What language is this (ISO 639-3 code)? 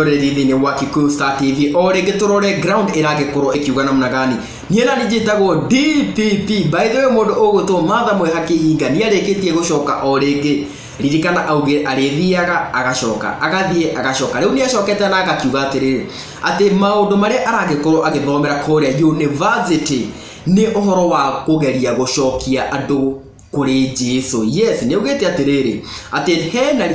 kik